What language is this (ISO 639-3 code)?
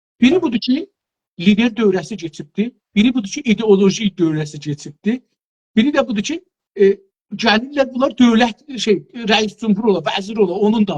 azb